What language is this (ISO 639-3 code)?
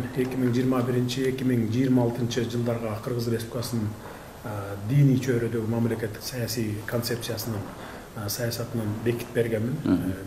kir